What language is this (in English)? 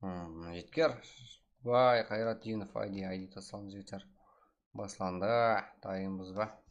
Kara-Kalpak